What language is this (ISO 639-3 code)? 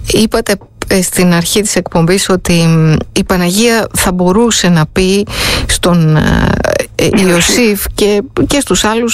ell